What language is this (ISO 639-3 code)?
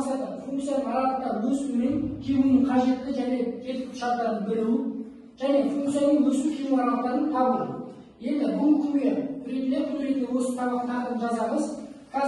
kaz